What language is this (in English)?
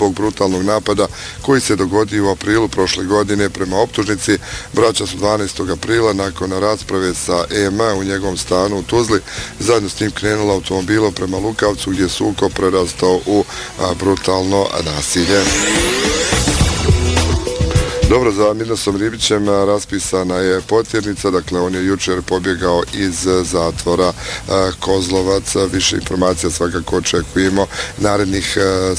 Bosnian